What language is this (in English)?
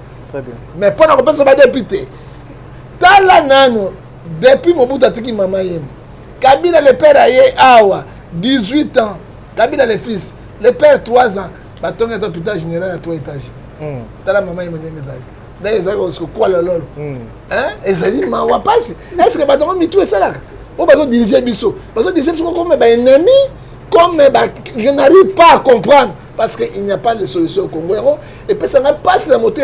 Lingala